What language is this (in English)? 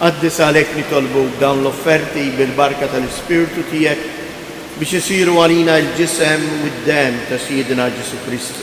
Maltese